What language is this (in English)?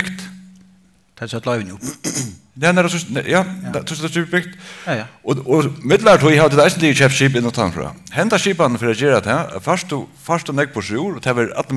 Faroese